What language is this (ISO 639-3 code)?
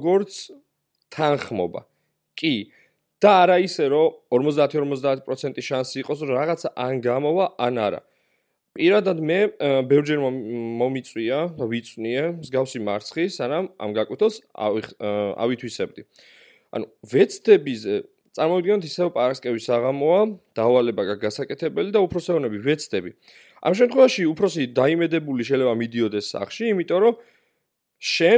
kat